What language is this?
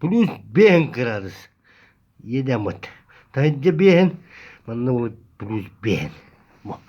Yakut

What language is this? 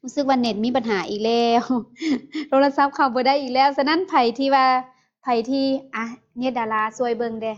Lao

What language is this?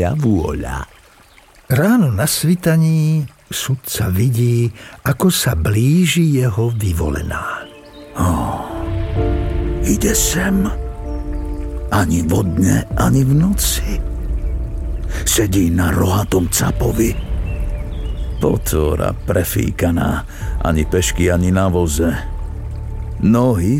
Slovak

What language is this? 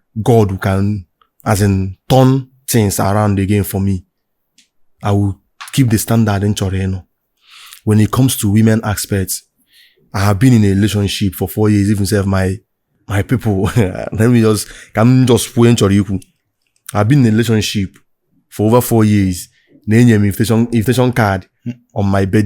Igbo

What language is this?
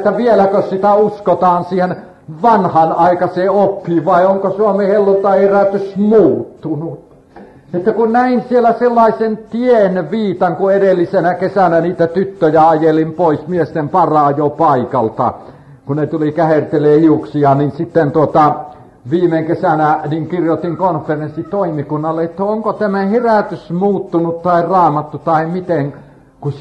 Finnish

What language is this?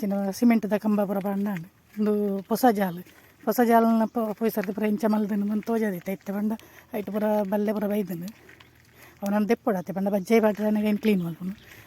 Tulu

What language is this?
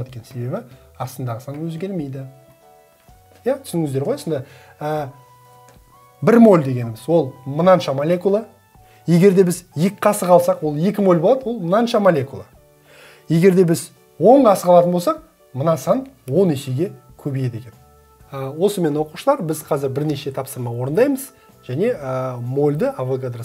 Kazakh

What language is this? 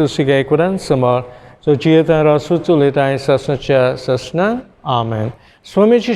Konkani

